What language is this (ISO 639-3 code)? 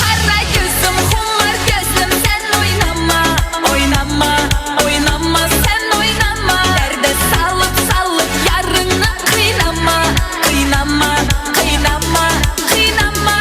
kaa